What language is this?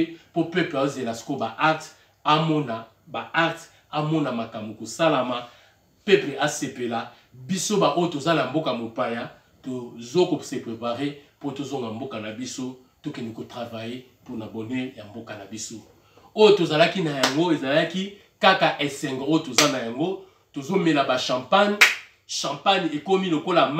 Lingala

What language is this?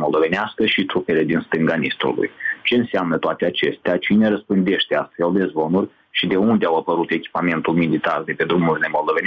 Romanian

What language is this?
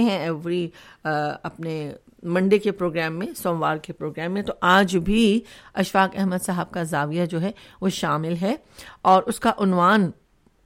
Urdu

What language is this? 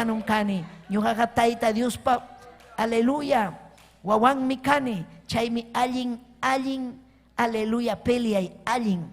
Ayacucho Quechua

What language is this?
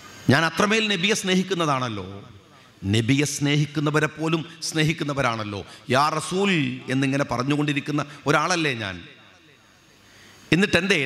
Malayalam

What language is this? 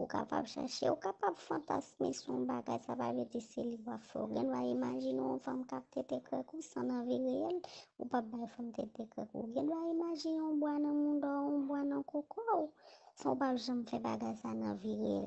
Haitian Creole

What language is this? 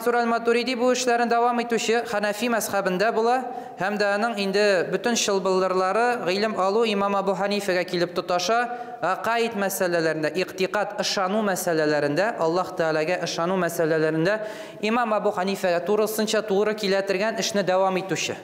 Tatar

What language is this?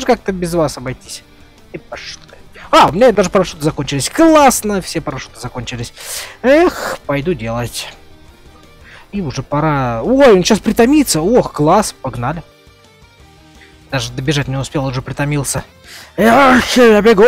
Russian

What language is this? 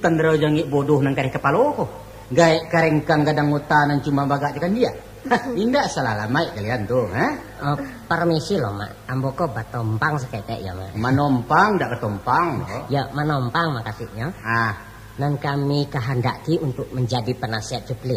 Minangkabau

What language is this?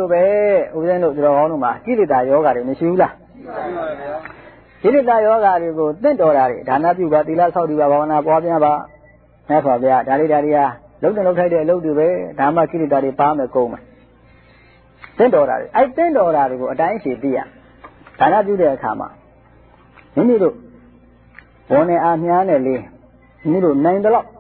Burmese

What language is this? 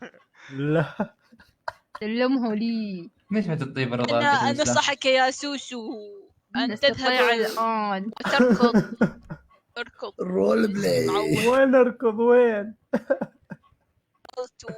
Mesopotamian Arabic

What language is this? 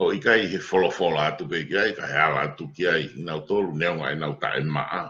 Tongan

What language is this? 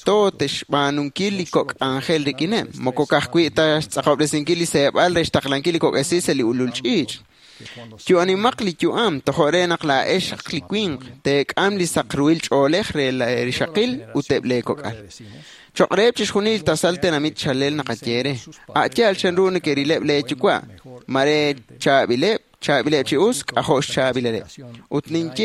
Kekchí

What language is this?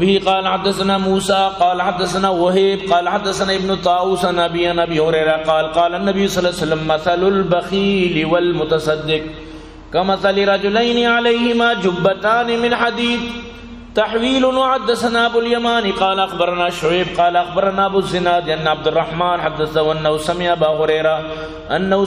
Eastern Balochi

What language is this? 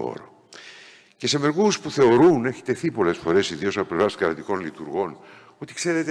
Greek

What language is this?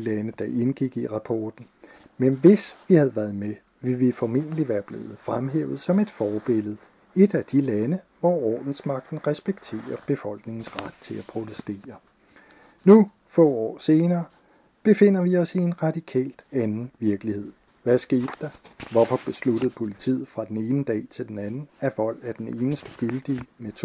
Danish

